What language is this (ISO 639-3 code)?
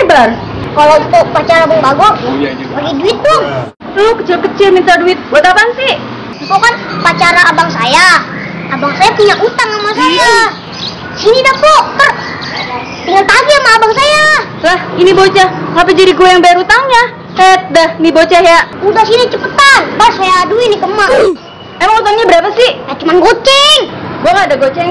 bew